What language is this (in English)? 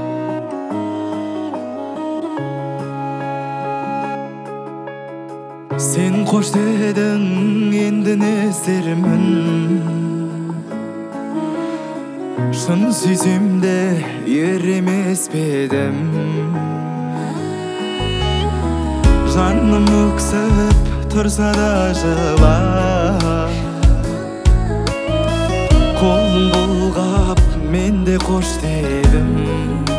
Kazakh